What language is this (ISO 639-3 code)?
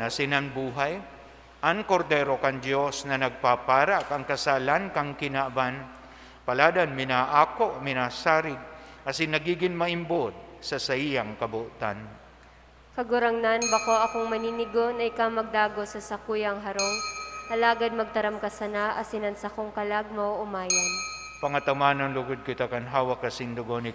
bik